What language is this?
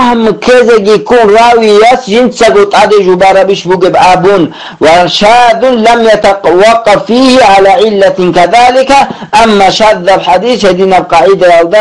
Avaric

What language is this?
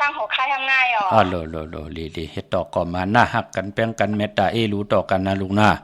Shan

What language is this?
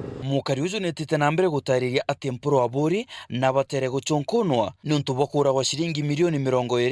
Meru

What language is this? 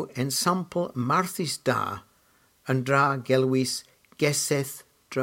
Cornish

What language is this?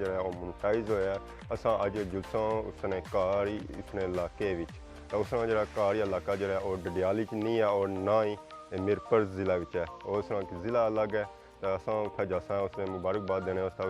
Pahari-Potwari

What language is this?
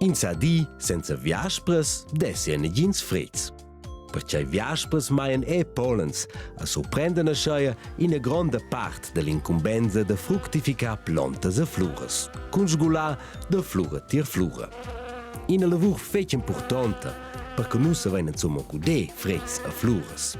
Romansh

